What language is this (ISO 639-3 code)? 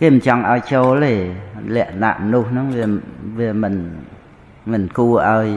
khm